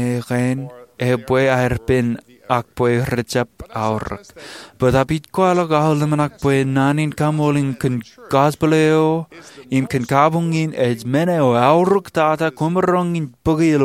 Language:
Marshallese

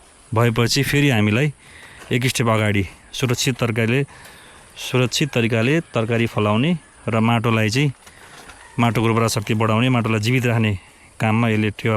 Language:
Nepali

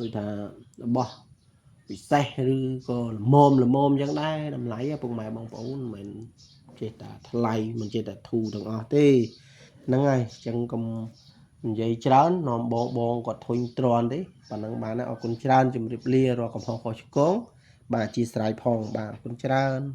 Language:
Khmer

